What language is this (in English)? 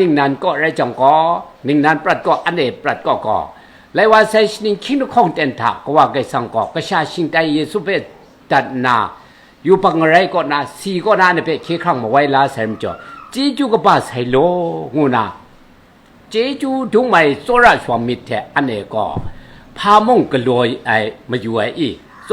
Kachin